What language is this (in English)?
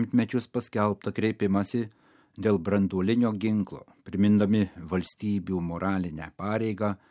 Lithuanian